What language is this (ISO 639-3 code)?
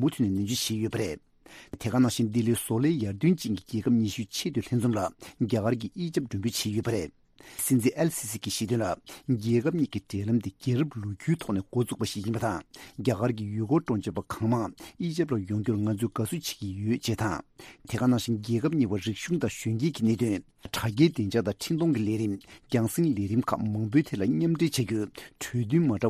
bod